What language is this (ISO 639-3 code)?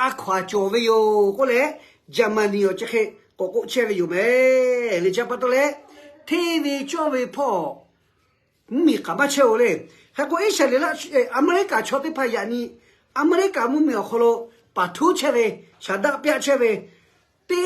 lhu